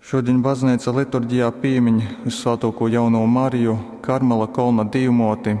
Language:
Latgalian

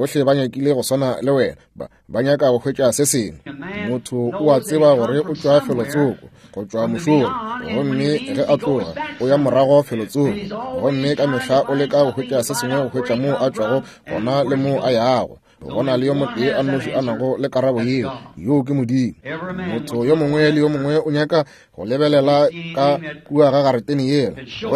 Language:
Northern Sotho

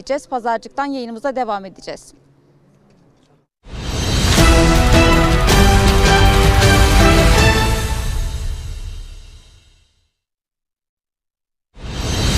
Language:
Turkish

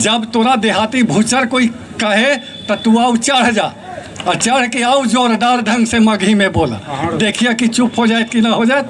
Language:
Magahi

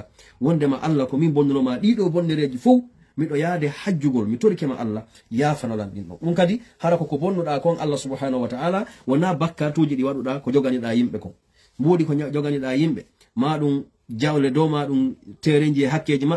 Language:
Fula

